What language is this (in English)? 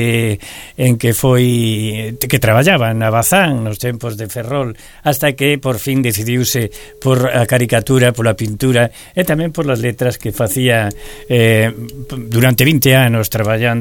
Galician